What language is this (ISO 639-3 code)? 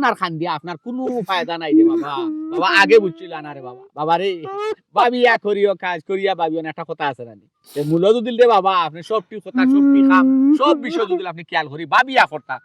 syl